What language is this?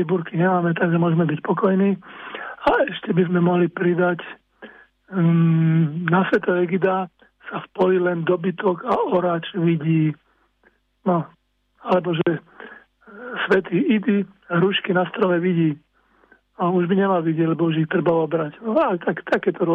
Slovak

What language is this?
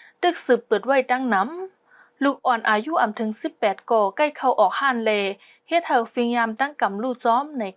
Shan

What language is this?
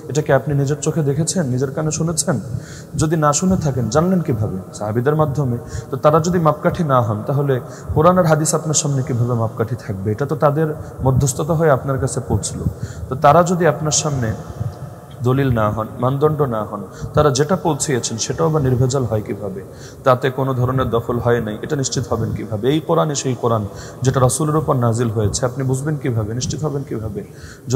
Bangla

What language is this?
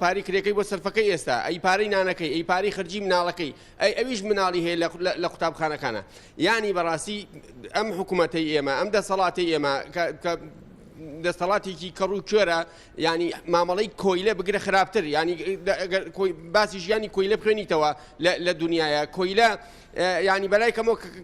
Central Kurdish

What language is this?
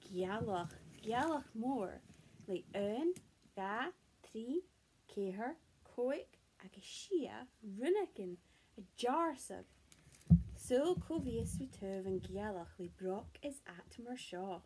Scottish Gaelic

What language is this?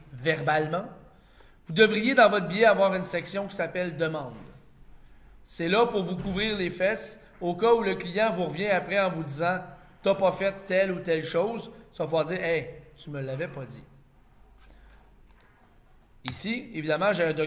French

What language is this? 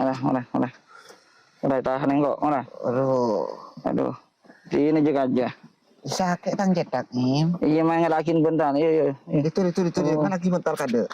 Madurese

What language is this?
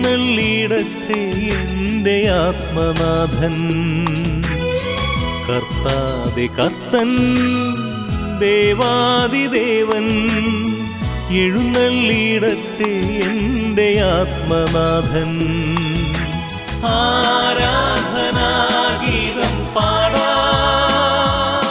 Malayalam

